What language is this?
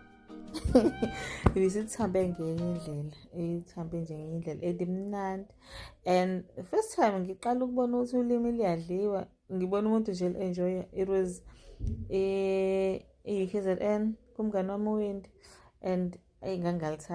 Zulu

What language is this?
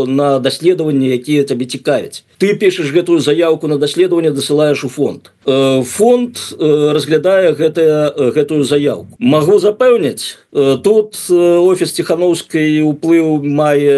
Belarusian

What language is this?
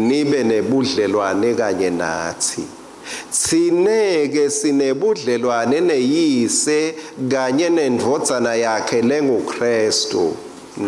Swati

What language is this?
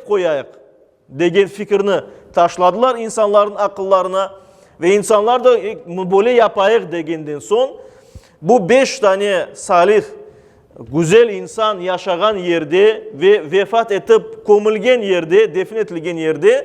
Crimean Tatar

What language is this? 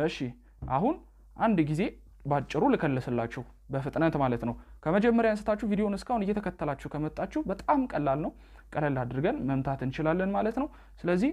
Amharic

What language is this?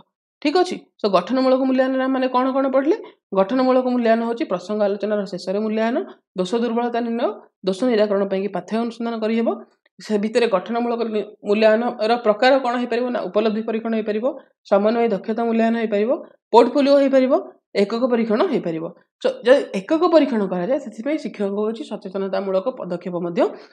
Odia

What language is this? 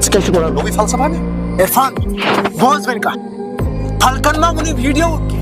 Kashmiri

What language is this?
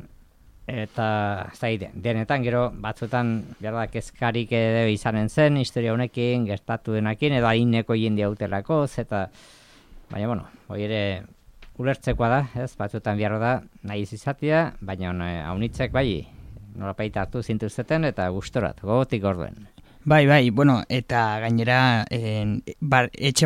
Basque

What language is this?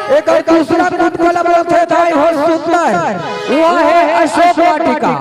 Chhattisgarhi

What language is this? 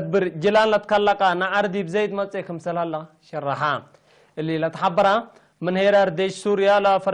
Tigre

